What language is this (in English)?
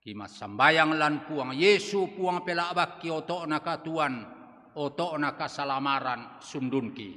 Toraja-Sa'dan